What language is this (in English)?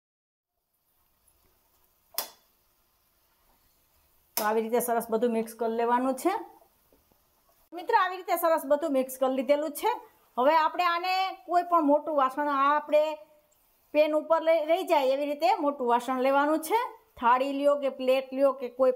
Gujarati